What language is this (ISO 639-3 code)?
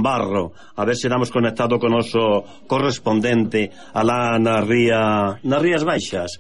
glg